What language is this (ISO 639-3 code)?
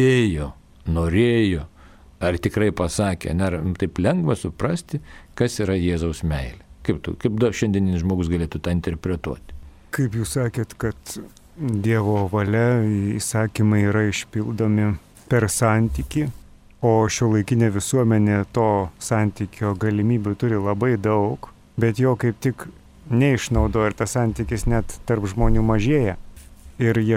lit